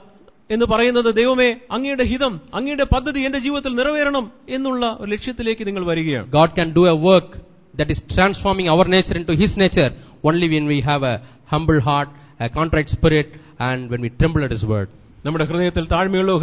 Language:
Malayalam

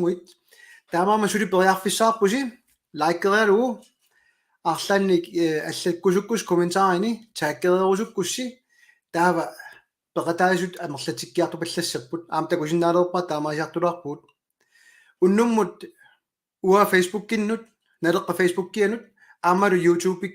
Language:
Kalaallisut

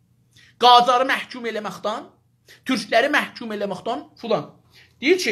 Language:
South Azerbaijani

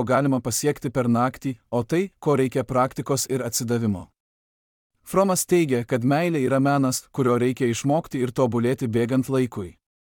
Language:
Lithuanian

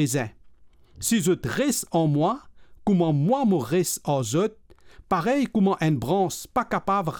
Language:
Morisyen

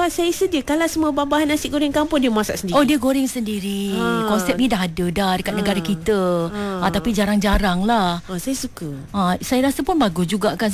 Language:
Malay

